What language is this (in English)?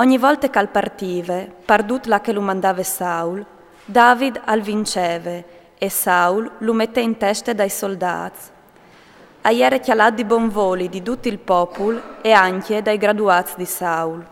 Friulian